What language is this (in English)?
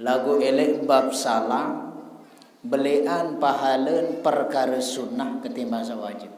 Sasak